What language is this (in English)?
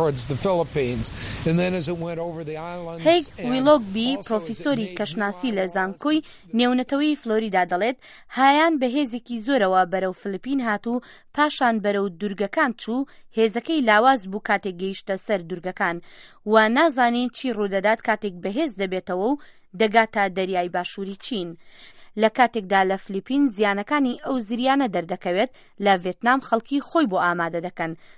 Central Kurdish